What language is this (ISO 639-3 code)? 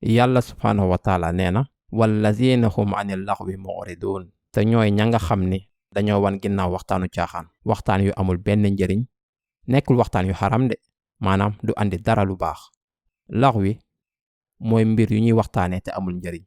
wol